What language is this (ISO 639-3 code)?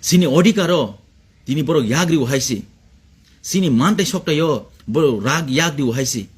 trp